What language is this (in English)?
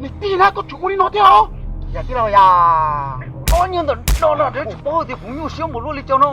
Hmong